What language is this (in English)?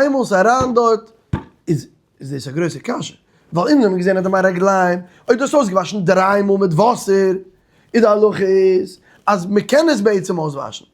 Yiddish